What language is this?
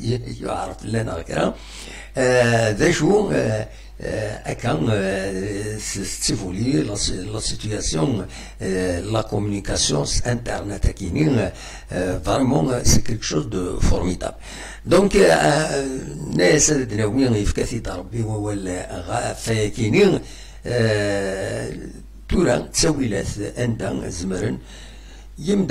Kabyle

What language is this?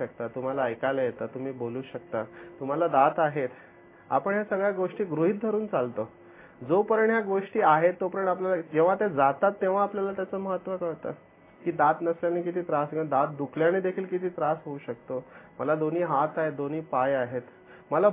Marathi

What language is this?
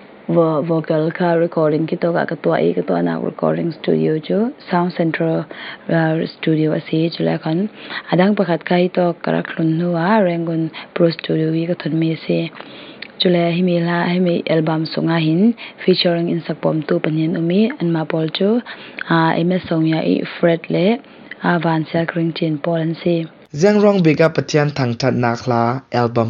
Falam Chin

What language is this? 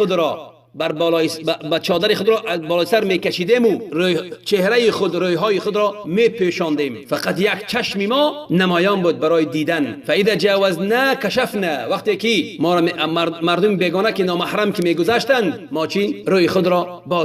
Tajik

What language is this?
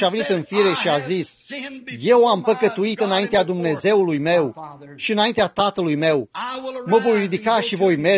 Romanian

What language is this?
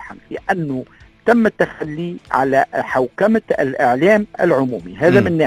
Tunisian Arabic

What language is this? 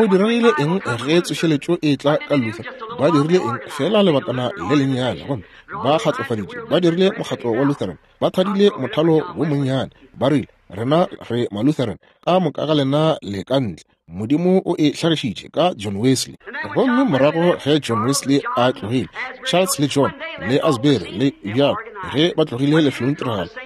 Northern Sotho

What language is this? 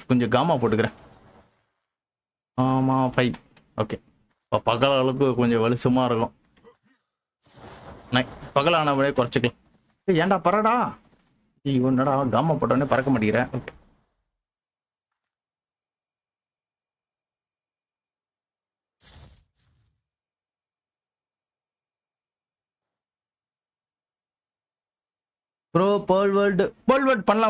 Tamil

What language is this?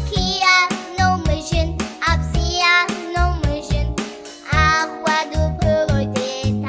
Abkhazian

